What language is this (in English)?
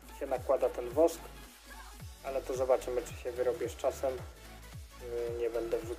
Polish